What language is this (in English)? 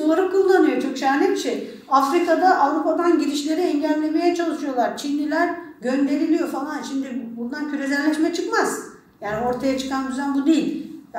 Turkish